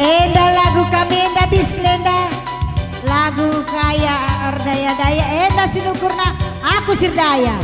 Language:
Batak Karo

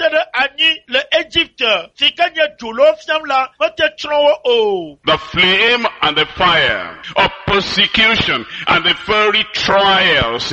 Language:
Ewe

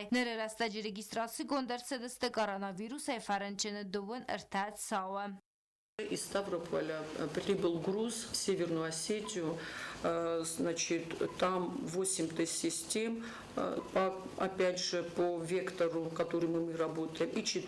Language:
Ossetic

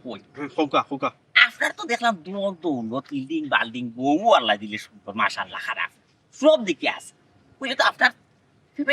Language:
Sylheti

